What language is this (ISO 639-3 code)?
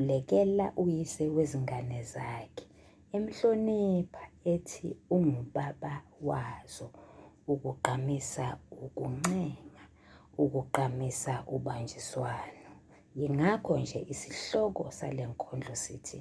zul